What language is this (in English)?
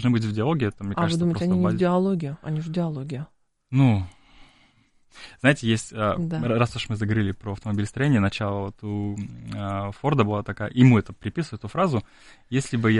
Russian